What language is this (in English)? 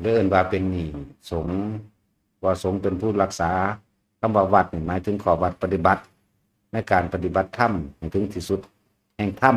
Northeastern Thai